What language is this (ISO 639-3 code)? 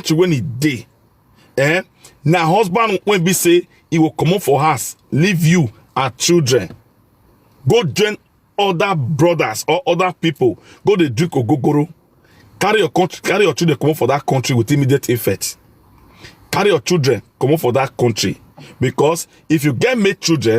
pcm